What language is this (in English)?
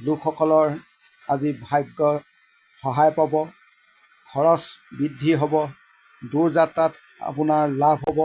Assamese